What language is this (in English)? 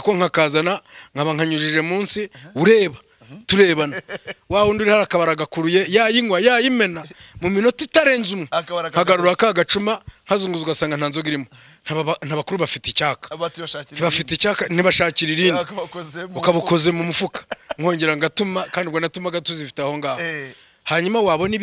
Kinyarwanda